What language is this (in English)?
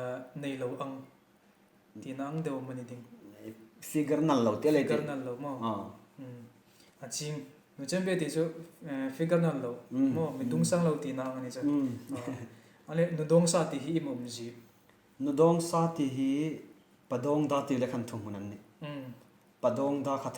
Hmar